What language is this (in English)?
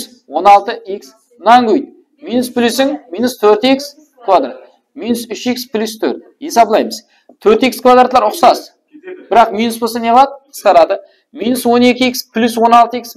Kara-Kalpak